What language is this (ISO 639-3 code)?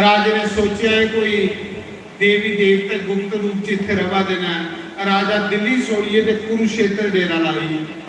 doi